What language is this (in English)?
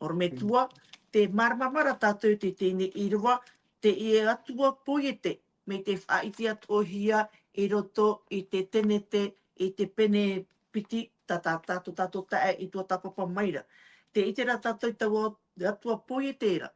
Tahitian